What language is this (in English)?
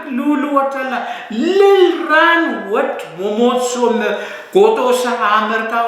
Pohnpeian